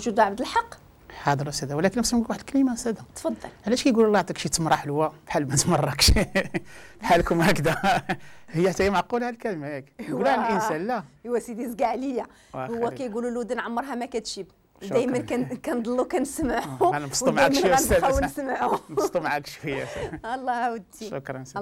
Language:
Moroccan Arabic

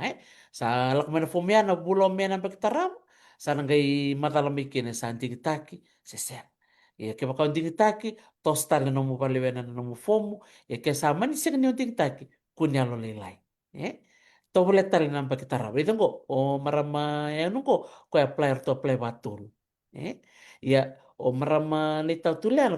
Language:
Fijian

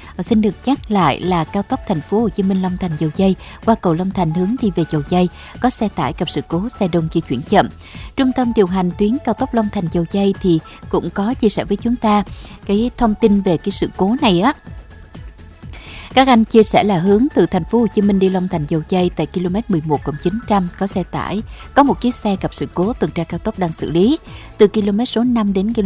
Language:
Vietnamese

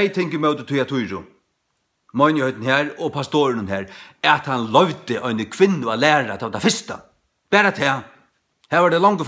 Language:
Faroese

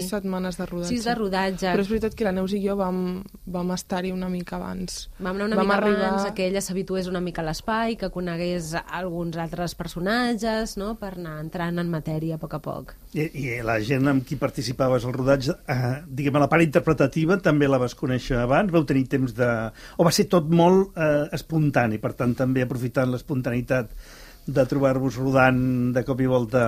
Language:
Catalan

